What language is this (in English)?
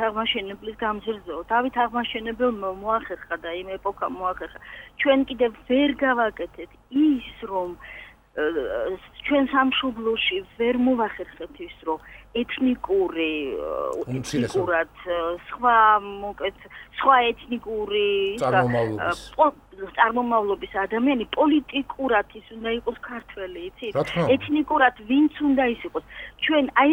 Georgian